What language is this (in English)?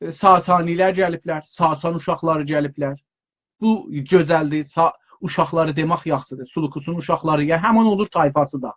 South Azerbaijani